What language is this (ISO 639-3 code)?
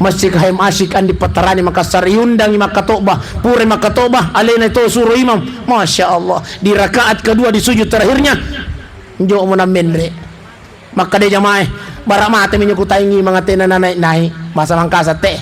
bug